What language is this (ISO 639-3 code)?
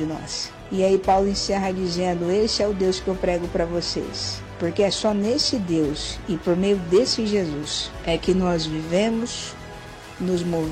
por